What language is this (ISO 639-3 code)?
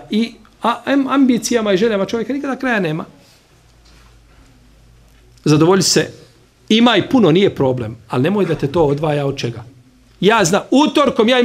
bos